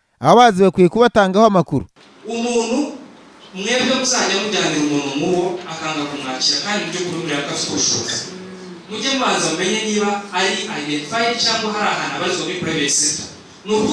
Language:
Kinyarwanda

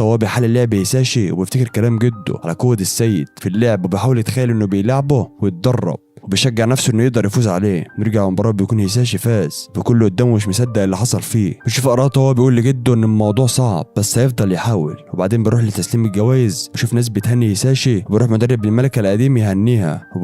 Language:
Egyptian Arabic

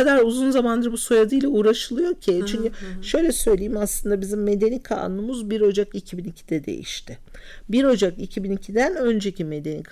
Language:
Turkish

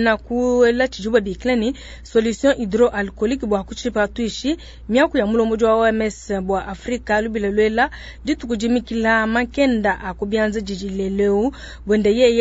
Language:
Luba-Lulua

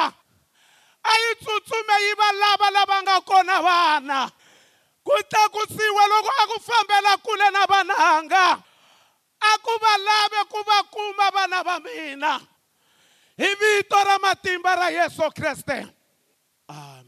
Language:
Tsonga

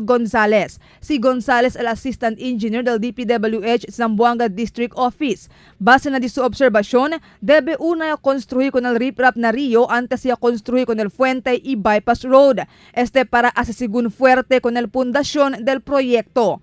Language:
Chavacano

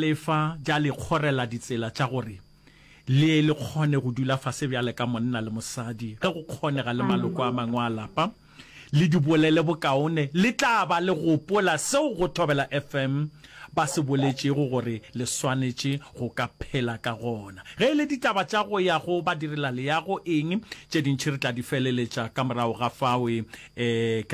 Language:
Northern Sotho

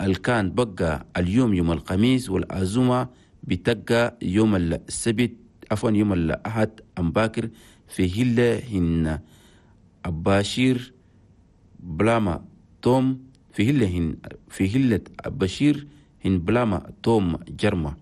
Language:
Chadian Arabic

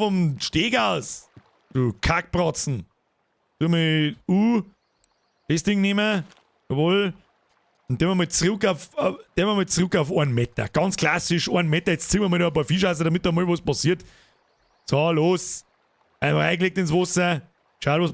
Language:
Bavarian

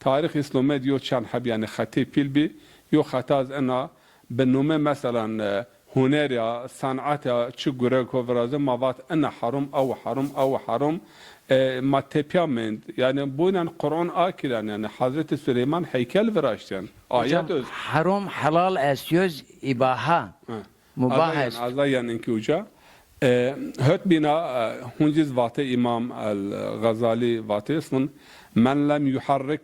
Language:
Zaza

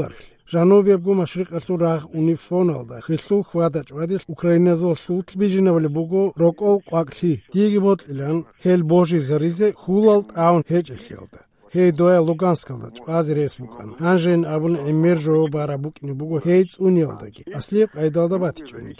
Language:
Avaric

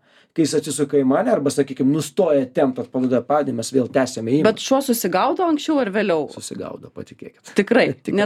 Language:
Lithuanian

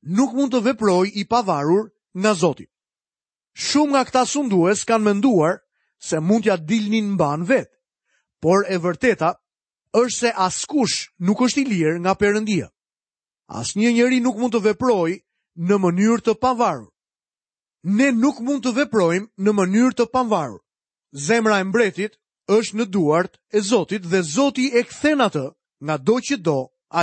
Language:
Albanian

